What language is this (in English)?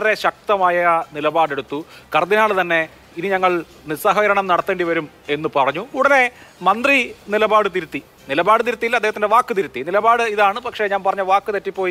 Malayalam